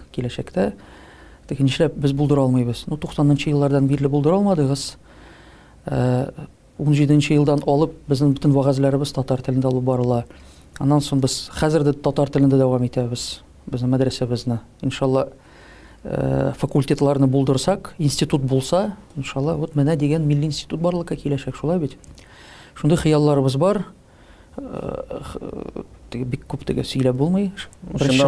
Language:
Tatar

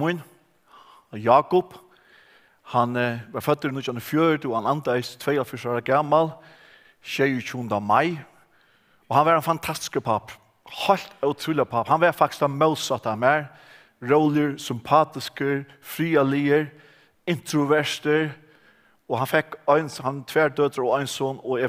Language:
Faroese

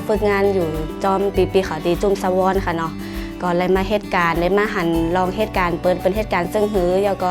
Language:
Shan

